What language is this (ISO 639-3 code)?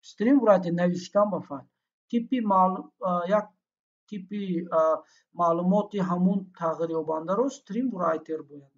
tgk